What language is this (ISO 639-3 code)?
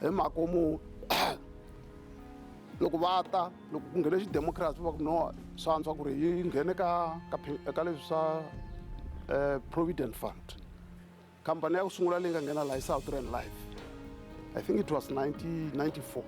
tso